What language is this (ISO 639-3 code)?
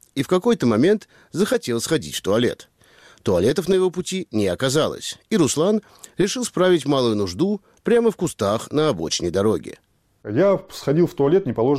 rus